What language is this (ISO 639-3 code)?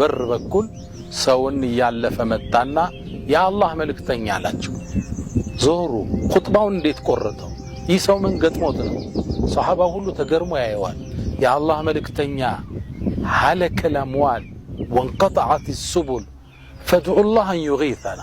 amh